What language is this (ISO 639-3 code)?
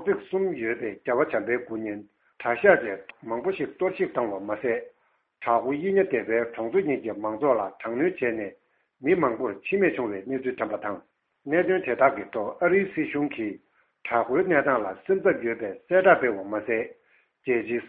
bod